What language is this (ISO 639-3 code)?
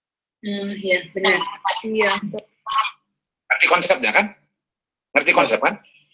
ind